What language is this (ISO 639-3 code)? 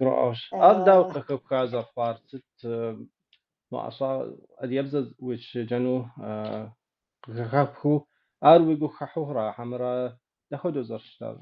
kbd